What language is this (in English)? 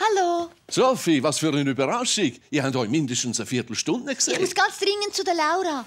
Swiss German